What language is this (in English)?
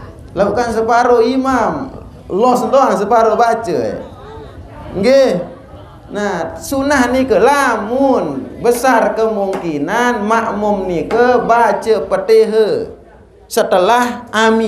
Sasak